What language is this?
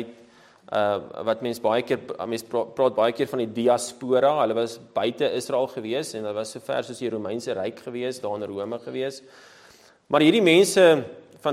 Afrikaans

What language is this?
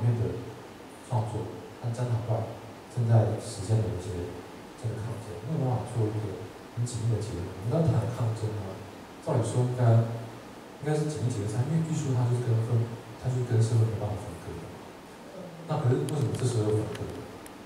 Chinese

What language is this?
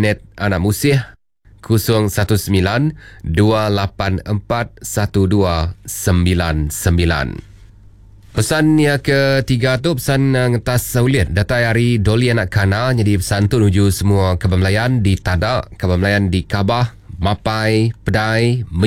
Iban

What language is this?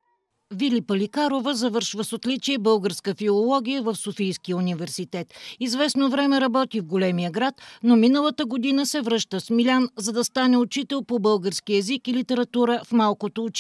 Bulgarian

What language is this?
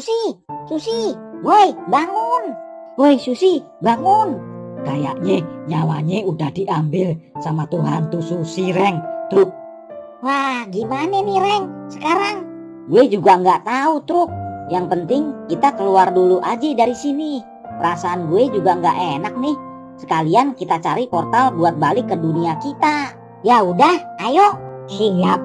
Betawi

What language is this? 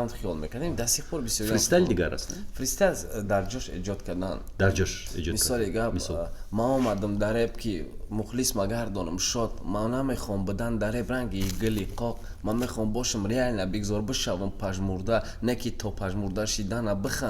Tajik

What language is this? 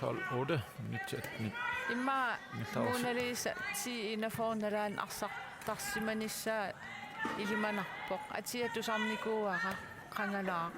Kalaallisut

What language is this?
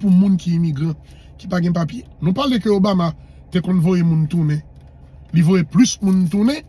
Haitian Creole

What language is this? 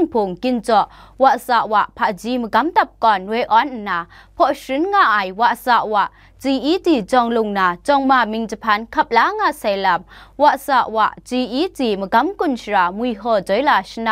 Kachin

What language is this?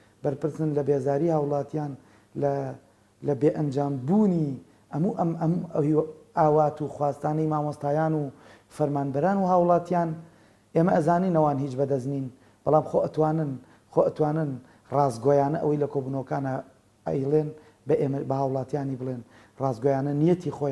Central Kurdish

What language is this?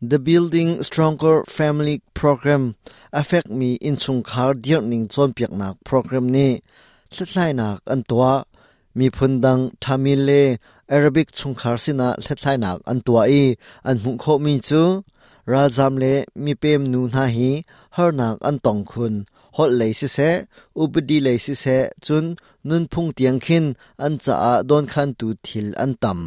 Hakha Chin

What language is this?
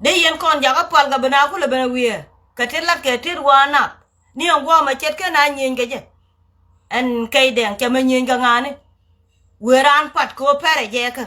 Nuer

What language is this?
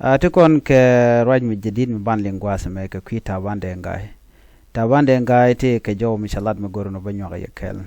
Nuer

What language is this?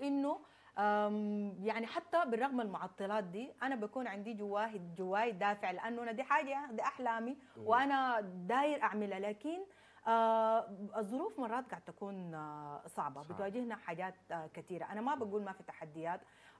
Sudanese Arabic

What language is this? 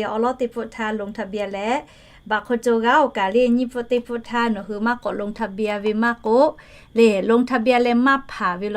Lahu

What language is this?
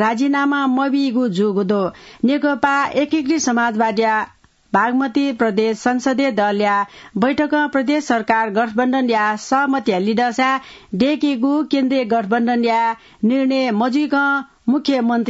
Newari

